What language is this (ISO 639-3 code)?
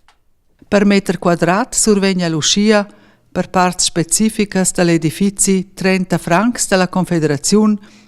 roh